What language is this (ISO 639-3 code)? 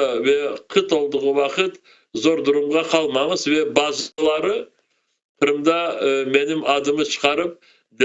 crh